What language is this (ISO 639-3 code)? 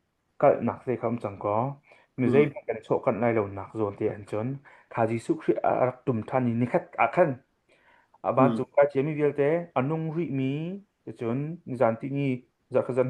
cnh